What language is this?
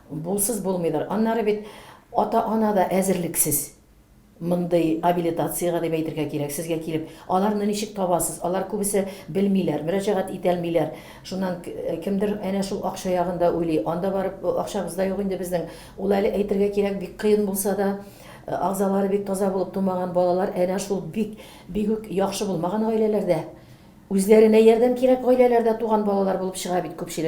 Tatar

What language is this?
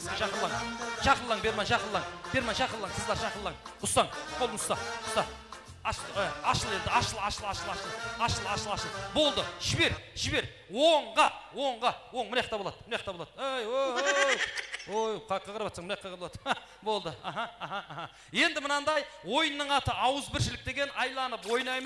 Kara-Kalpak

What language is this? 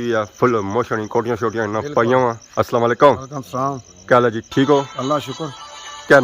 Pahari-Potwari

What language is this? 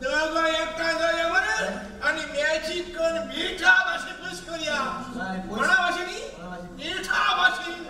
Konkani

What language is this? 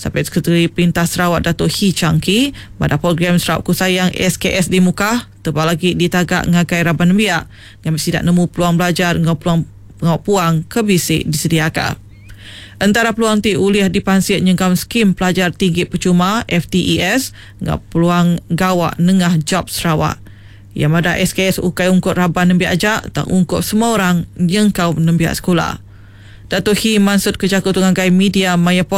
Iban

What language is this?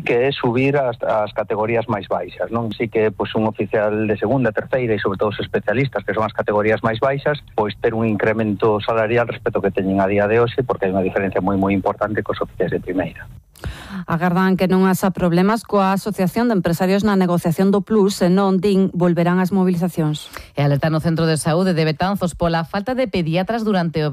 Galician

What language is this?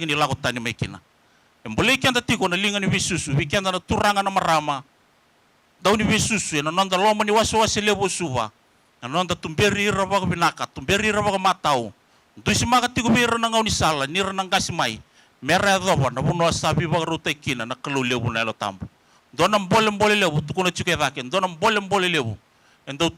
Fijian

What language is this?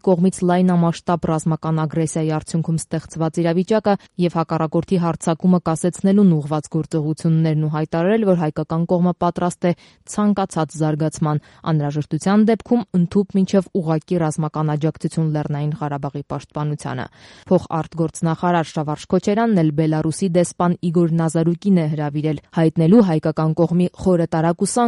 Armenian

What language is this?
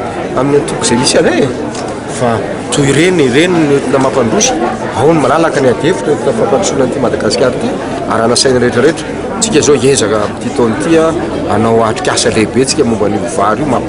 Malagasy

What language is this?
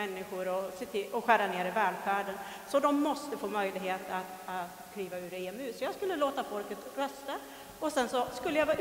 Swedish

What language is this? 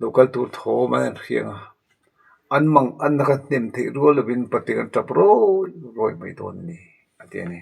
Mizo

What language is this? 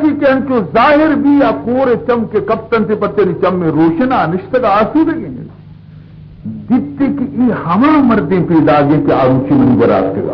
Baluchi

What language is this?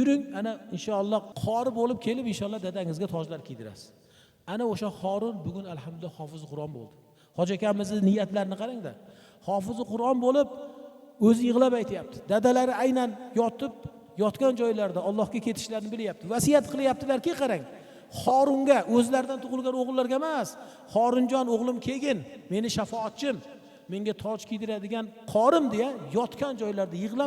Uzbek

